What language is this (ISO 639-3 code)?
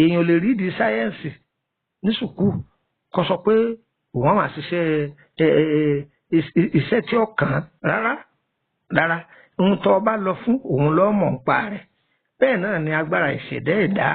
yor